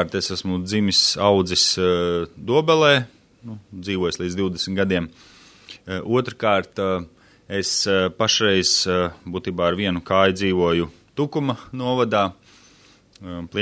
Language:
Latvian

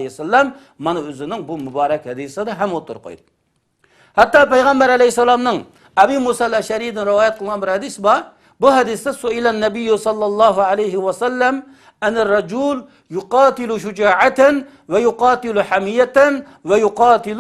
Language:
Uyghur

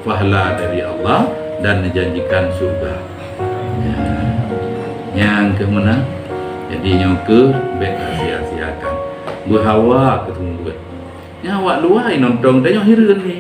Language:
Achinese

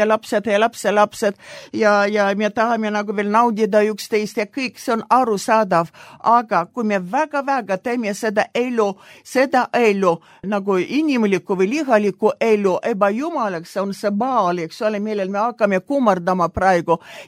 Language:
Estonian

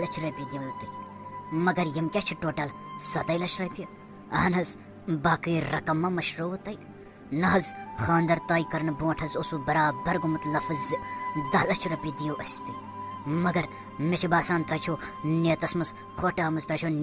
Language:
Kashmiri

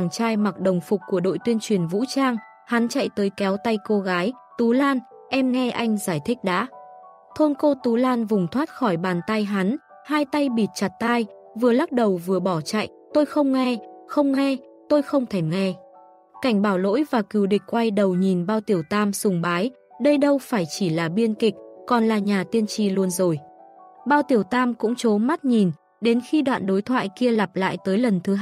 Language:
Vietnamese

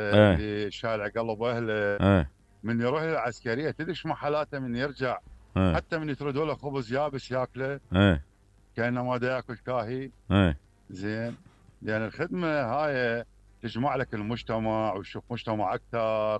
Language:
Mesopotamian Arabic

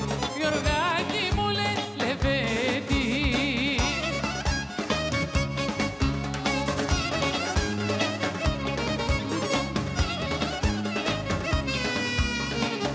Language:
Greek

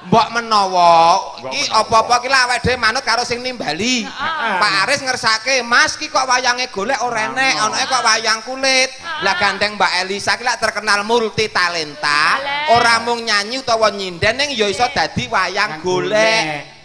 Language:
Javanese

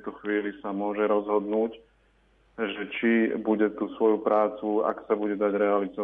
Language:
Slovak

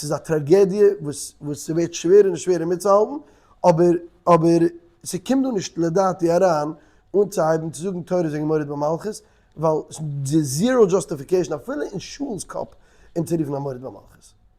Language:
Yiddish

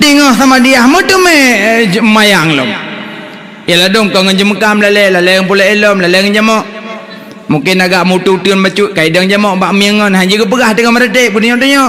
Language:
Achinese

